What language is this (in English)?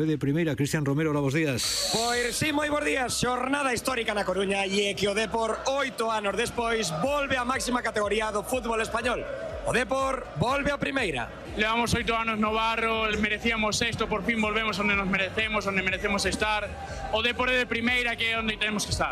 Galician